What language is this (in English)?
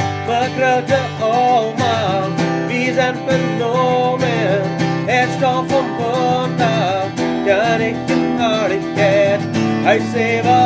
Plautdietsch